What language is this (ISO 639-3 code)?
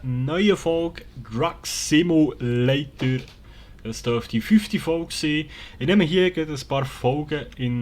gsw